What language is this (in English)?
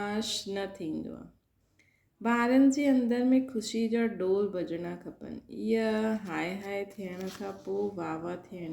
Sindhi